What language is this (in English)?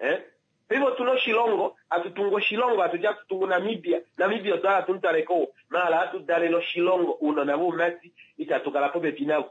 Kuanyama